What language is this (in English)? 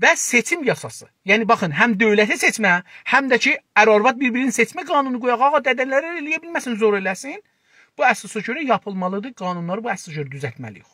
South Azerbaijani